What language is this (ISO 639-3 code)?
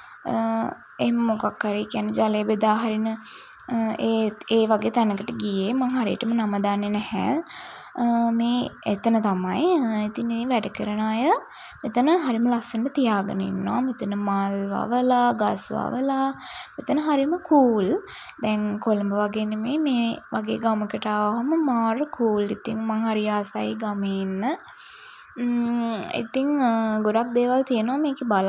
sin